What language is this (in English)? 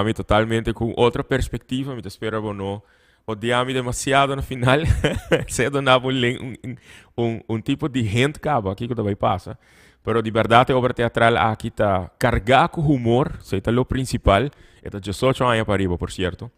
Papiamento